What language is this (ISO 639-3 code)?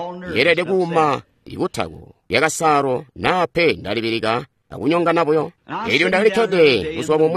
toi